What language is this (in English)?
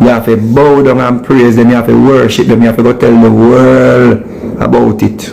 Jamaican Creole English